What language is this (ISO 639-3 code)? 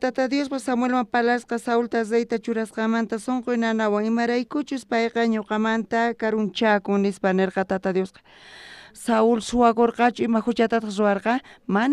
quh